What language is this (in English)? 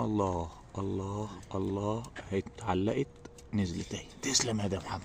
Egyptian Arabic